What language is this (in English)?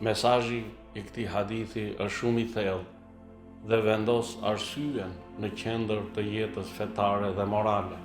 Albanian